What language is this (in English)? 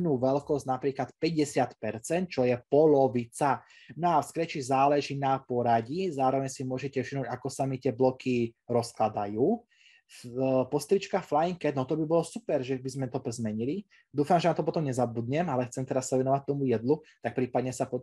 Slovak